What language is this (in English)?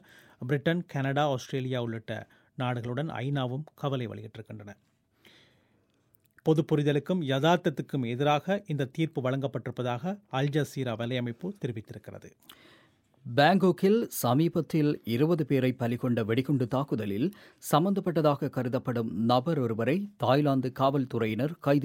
Tamil